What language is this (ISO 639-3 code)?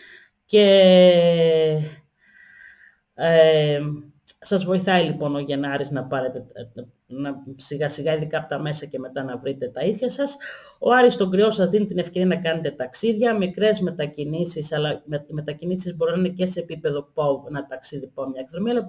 ell